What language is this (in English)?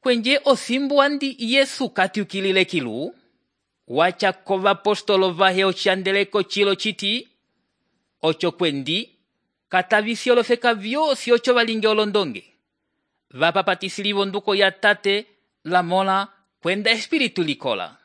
Umbundu